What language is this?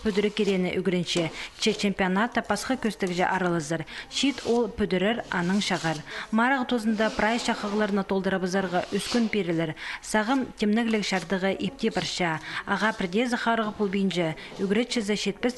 Khakas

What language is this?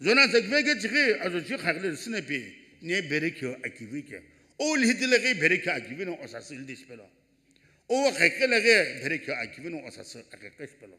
Sumi Naga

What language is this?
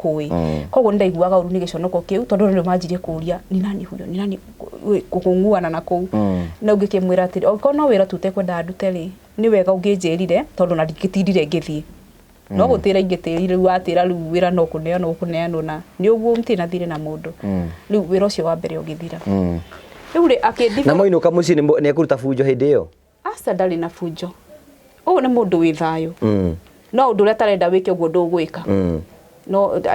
Kikuyu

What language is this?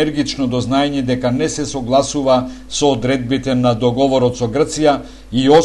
Macedonian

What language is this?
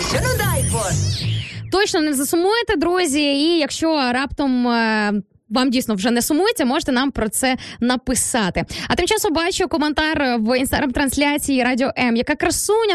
Ukrainian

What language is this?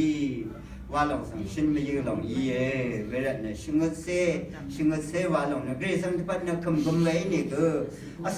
Rawang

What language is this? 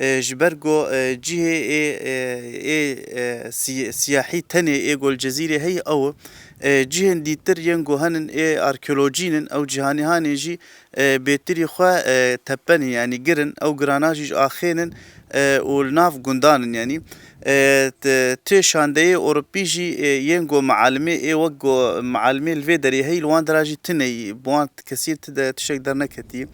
Kurdish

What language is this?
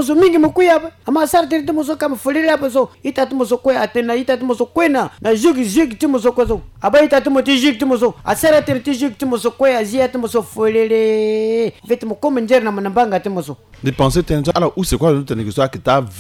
Sango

